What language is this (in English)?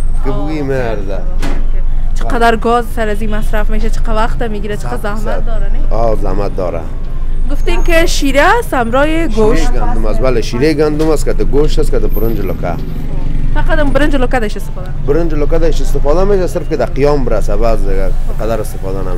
Persian